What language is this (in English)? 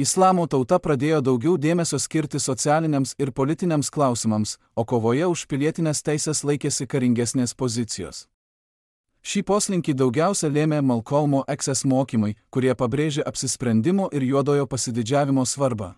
Lithuanian